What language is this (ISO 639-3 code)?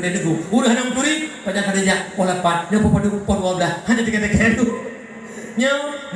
ace